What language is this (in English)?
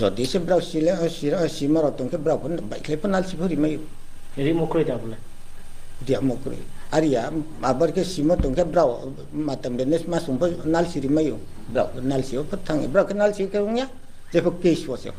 Riang (India)